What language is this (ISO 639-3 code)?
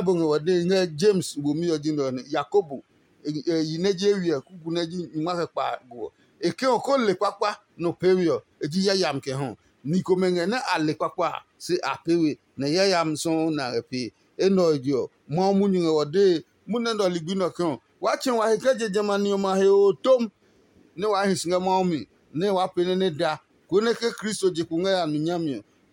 ada